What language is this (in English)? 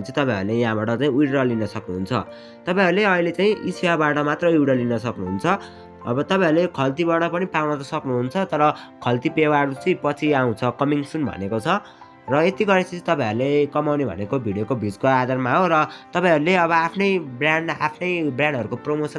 Nepali